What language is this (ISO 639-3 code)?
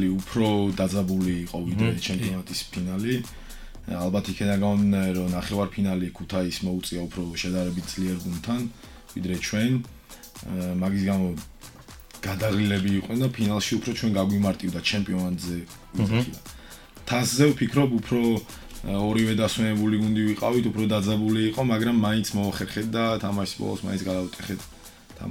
kat